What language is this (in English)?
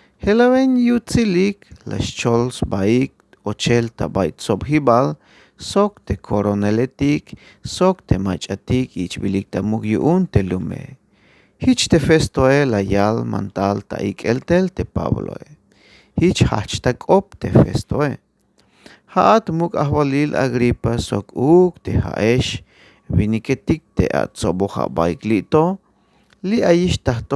Tzeltal